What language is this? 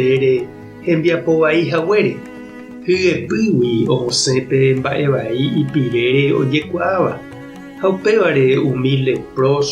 Guarani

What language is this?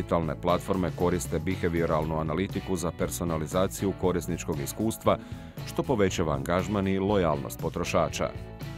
Croatian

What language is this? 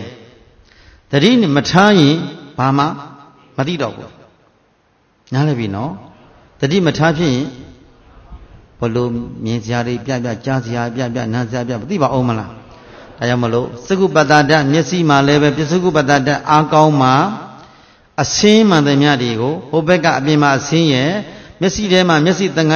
Burmese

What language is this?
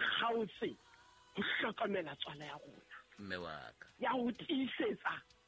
Southern Sotho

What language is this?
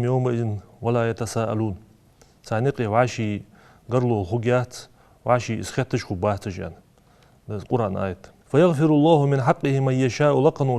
Ingush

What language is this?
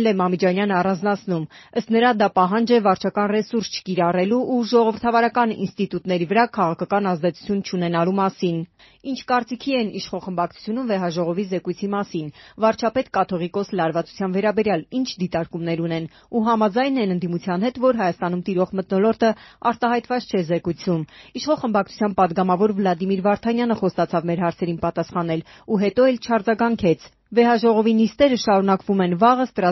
Armenian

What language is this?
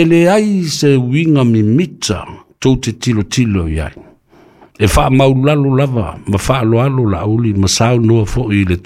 Samoan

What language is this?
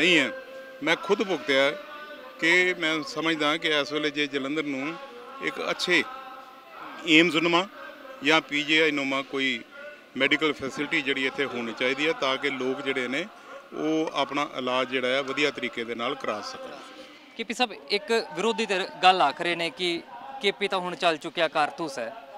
Punjabi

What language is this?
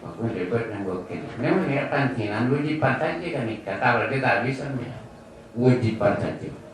Madurese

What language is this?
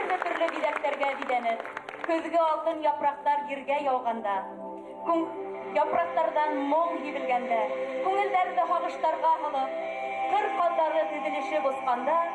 Bashkir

